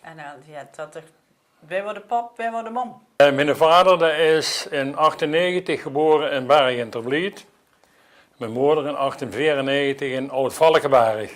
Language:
Limburgish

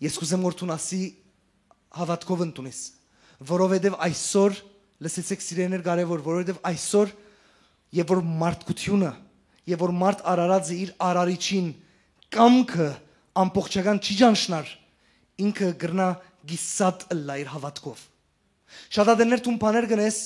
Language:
Western Armenian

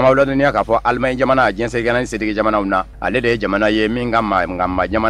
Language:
Bambara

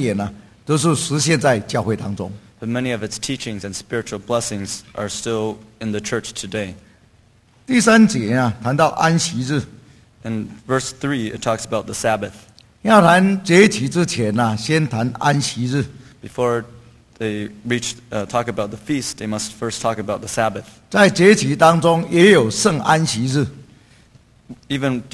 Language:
Chinese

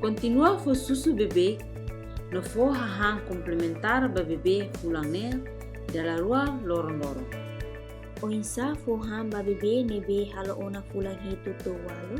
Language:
Tetum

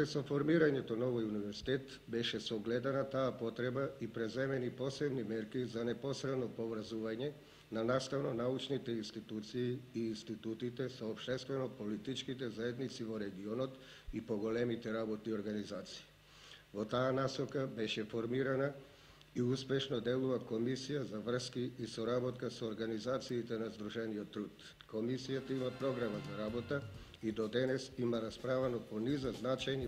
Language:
Macedonian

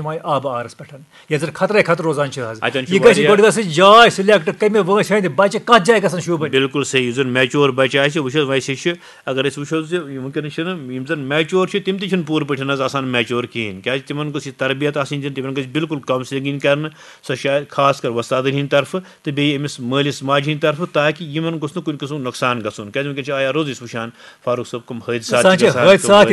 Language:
Kashmiri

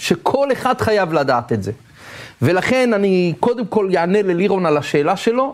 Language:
Hebrew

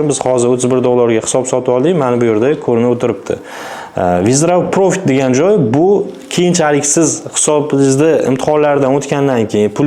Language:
Uzbek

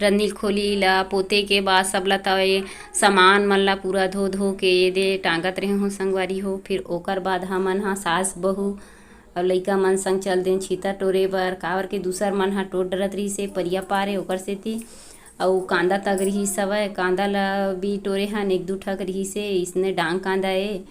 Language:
Chhattisgarhi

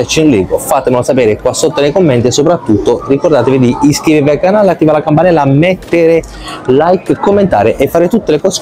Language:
Italian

